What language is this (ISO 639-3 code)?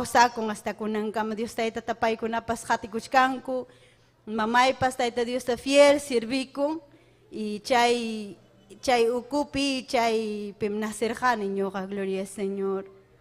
quy